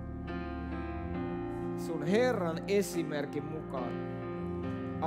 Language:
Finnish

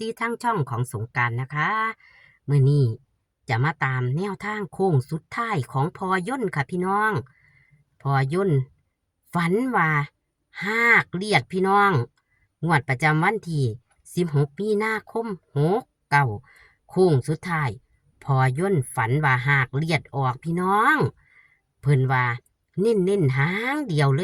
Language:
Northeastern Thai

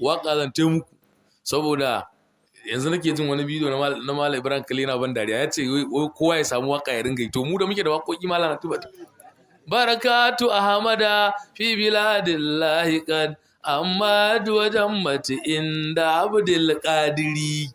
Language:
Hausa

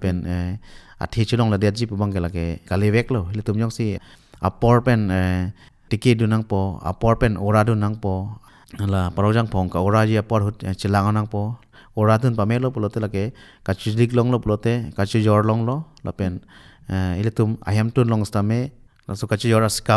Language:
Karbi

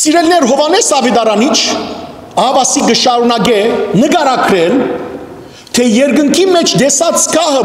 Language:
Western Armenian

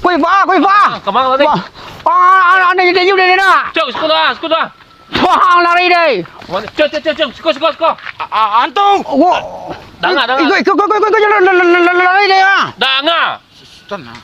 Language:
Minangkabau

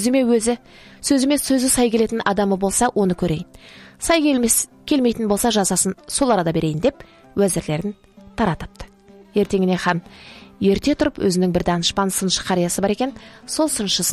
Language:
Kazakh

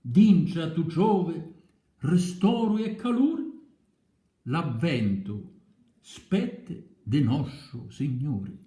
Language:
Sicilian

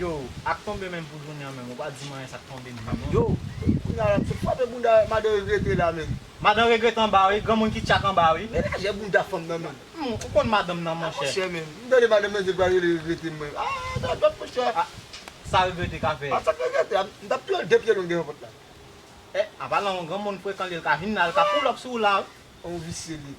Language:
Haitian Creole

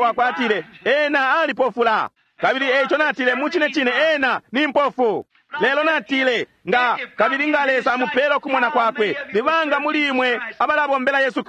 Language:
Bemba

